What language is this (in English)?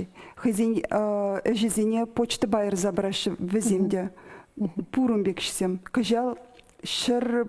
Chuvash